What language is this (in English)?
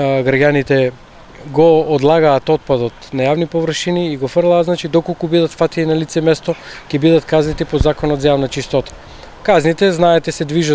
Macedonian